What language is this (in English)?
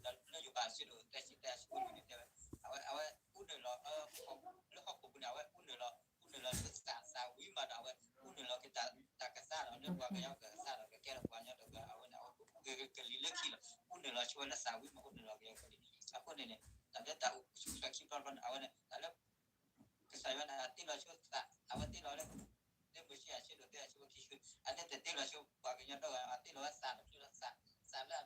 S'gaw Karen